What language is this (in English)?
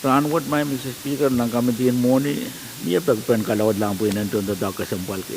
Pohnpeian